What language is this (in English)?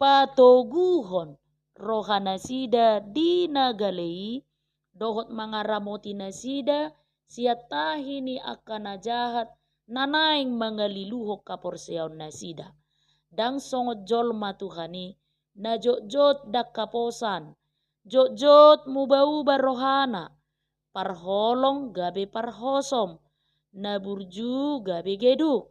Batak Toba